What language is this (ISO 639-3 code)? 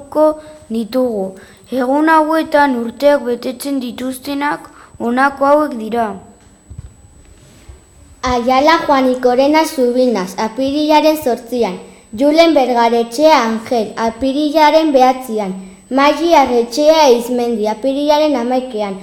eus